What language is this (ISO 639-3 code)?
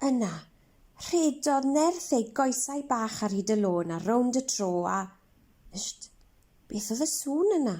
cym